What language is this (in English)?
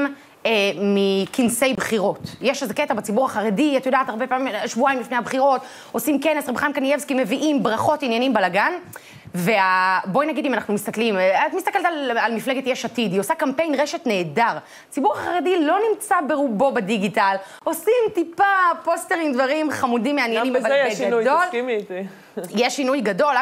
Hebrew